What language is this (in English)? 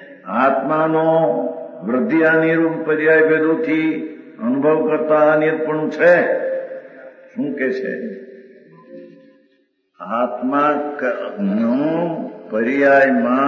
Gujarati